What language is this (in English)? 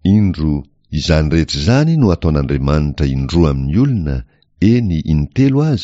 Malagasy